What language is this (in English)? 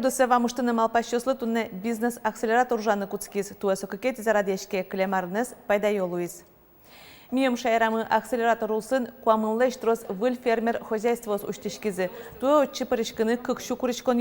Udmurt